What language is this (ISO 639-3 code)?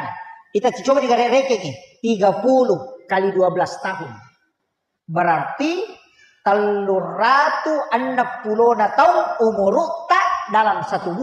bug